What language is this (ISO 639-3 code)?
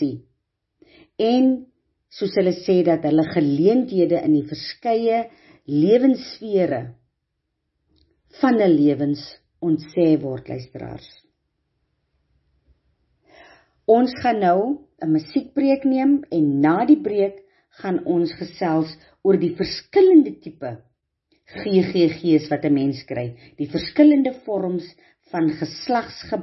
afr